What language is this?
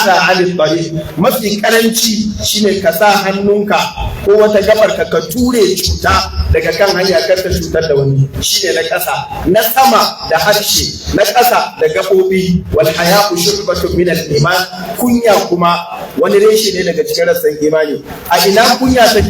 Hausa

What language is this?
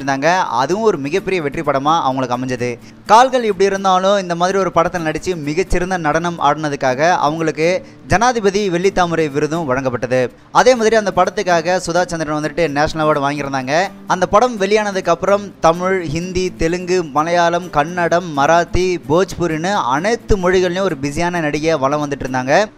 Tamil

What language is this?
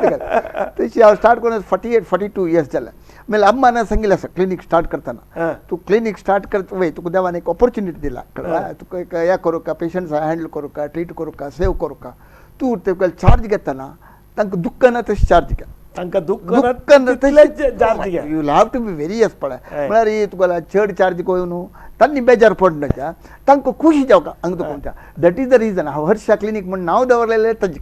Konkani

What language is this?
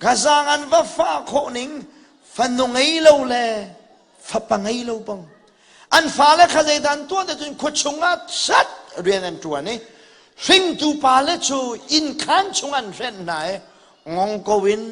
Hakha Chin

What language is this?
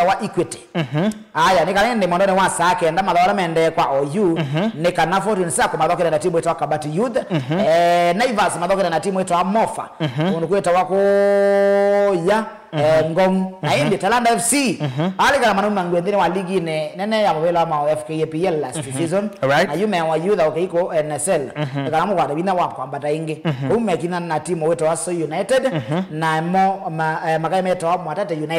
Kamba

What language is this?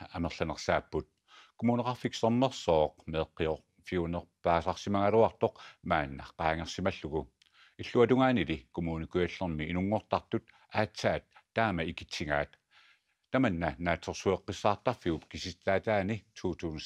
Kalaallisut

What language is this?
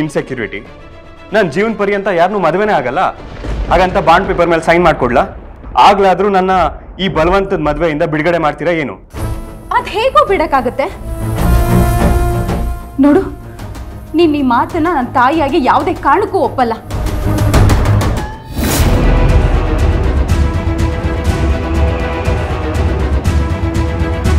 Kannada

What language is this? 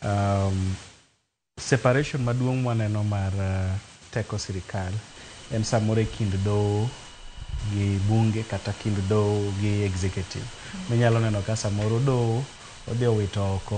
Luo (Kenya and Tanzania)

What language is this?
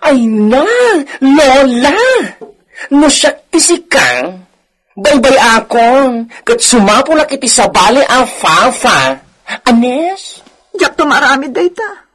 Iloko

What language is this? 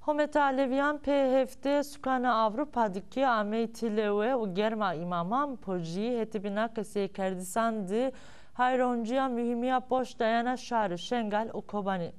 Zaza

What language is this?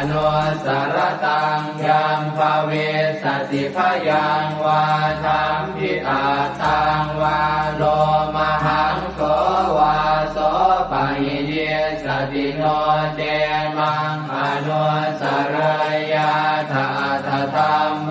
Pali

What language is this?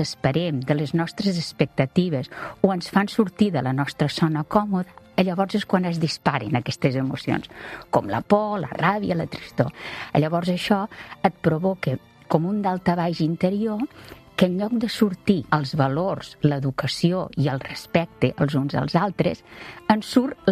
Catalan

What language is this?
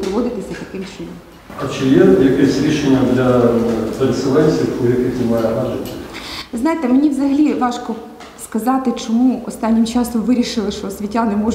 Ukrainian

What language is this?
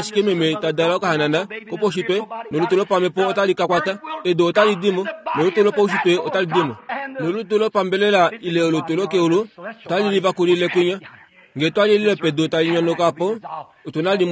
Kuanyama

